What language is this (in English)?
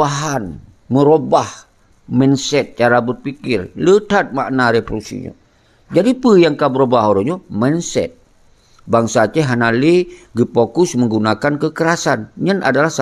Achinese